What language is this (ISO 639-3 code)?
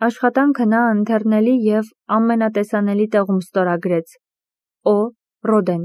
hye